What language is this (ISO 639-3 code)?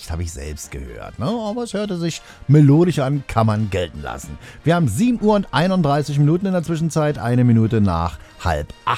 deu